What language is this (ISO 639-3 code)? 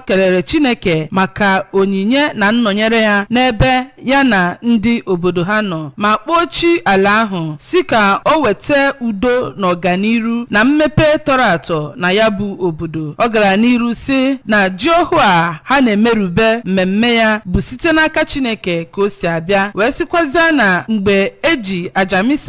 ibo